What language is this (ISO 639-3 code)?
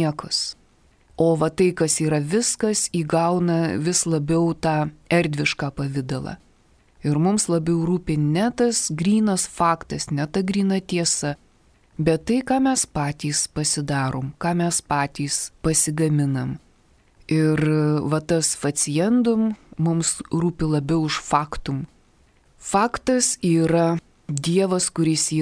lit